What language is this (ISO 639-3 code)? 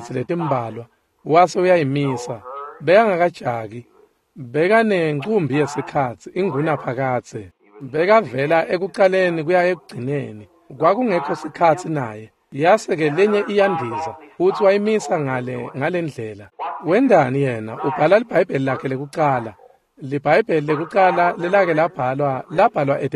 ssw